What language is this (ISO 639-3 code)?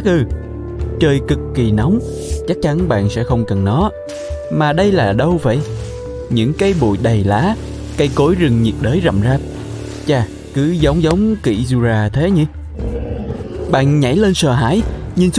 vie